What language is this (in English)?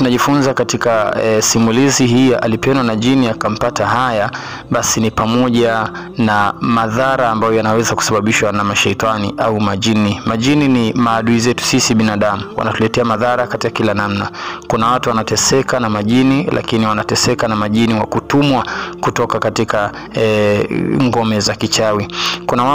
Swahili